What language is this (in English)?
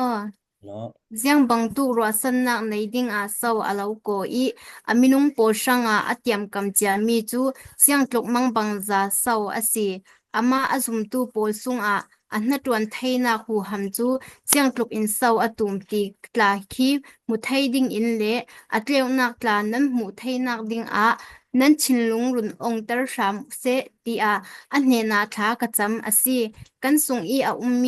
Falam Chin